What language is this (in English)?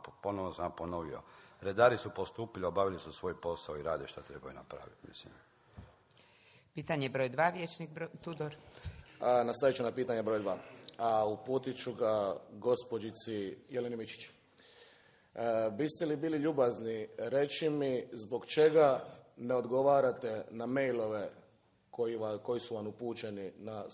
Croatian